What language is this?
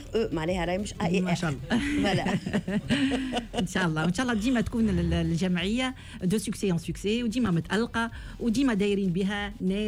Tunisian Arabic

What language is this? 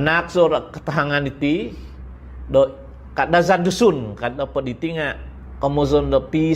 Central Dusun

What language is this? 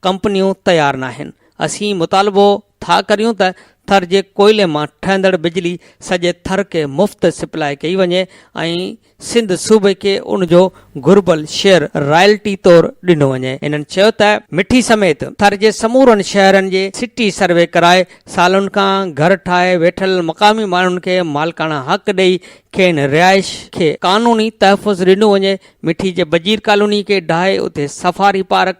Sindhi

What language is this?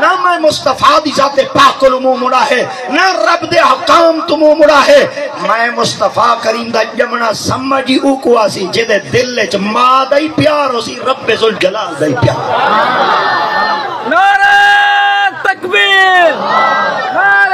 Saraiki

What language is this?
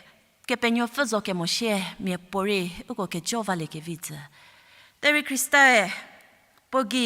Angami Naga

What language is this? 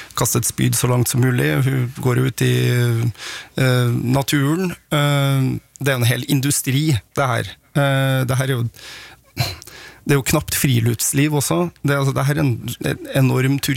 Norwegian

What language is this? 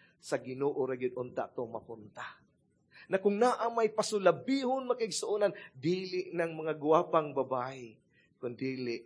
Cebuano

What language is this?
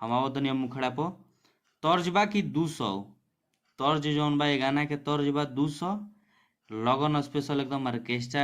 Bhojpuri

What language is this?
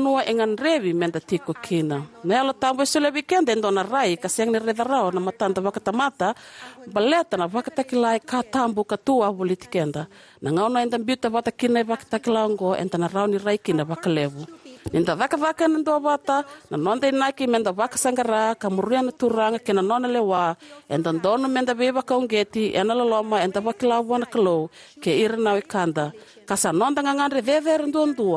Fijian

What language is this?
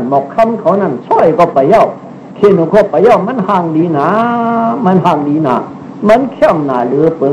Shan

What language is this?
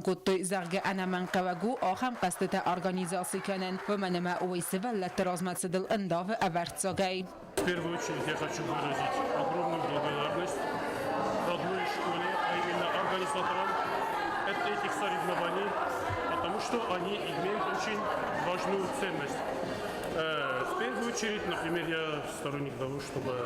Ossetic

